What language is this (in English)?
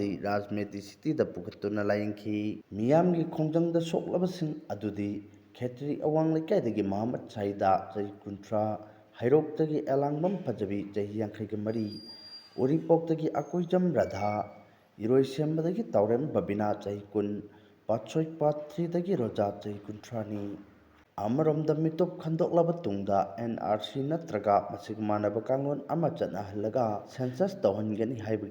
Manipuri